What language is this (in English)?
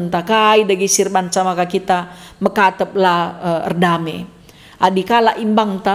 Batak Karo